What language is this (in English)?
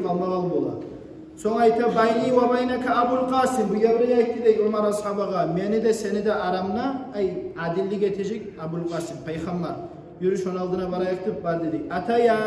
Kumyk